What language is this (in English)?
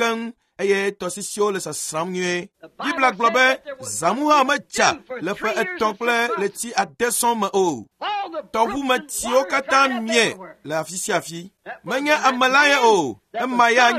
Ewe